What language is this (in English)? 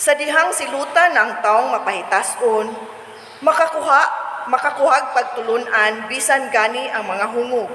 Cebuano